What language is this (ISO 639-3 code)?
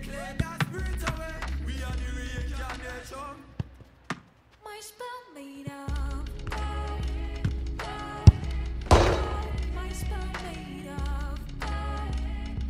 eng